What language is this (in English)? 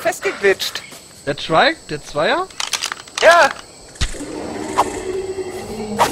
German